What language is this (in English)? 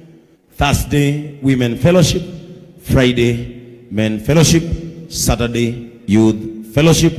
Kikuyu